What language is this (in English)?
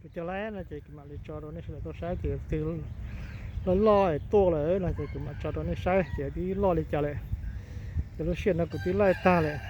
Hmong